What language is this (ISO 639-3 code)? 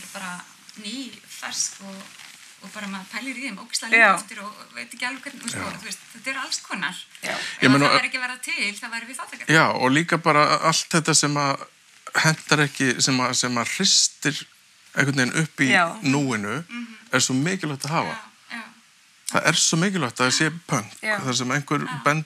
isl